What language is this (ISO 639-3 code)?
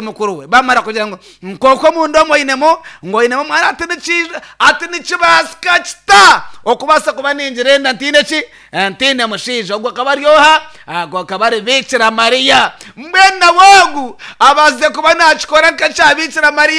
nyn